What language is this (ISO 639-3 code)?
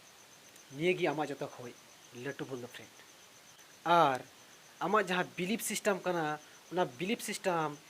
sat